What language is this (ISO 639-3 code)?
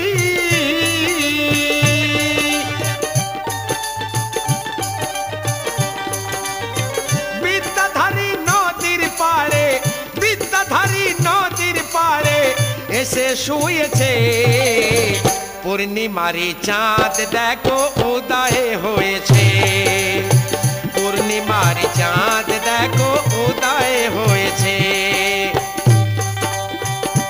ben